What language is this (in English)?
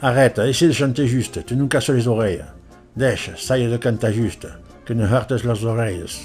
Occitan